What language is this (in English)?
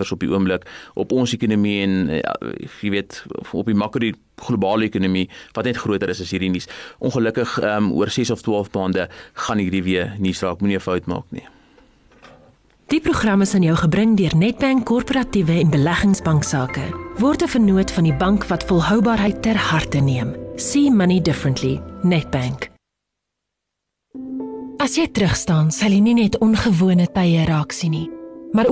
Afrikaans